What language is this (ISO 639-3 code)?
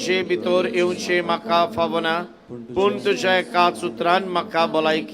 kok